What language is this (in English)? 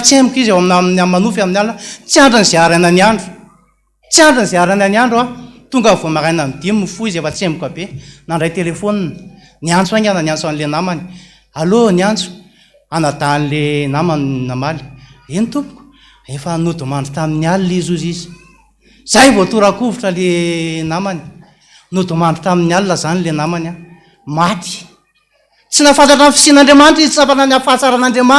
Malagasy